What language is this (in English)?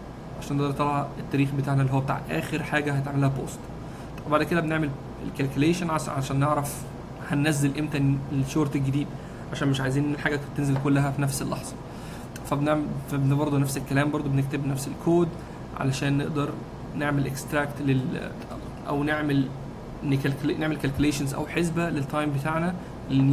Egyptian Arabic